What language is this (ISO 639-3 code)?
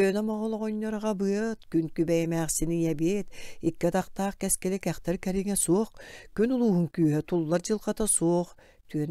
sah